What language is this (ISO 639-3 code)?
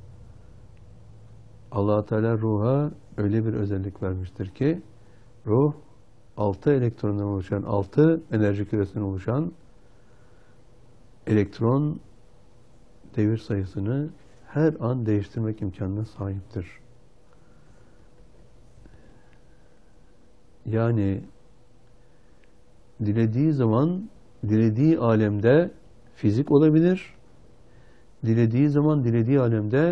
tur